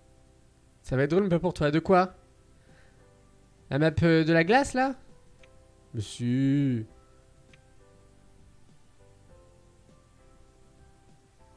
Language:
French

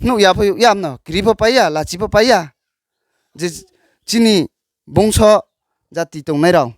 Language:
Riang (India)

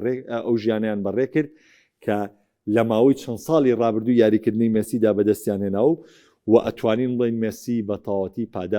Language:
Central Kurdish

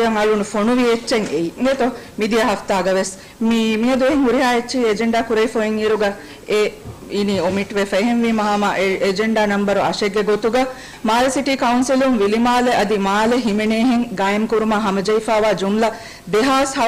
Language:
Divehi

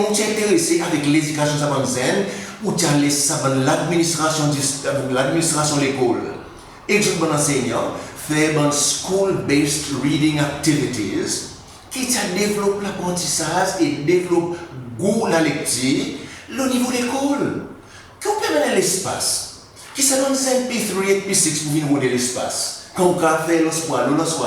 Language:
Seselwa Creole French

